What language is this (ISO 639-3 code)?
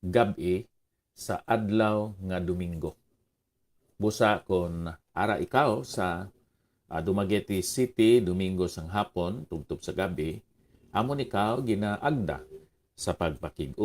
hil